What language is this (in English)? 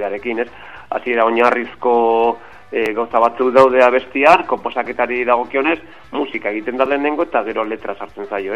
Basque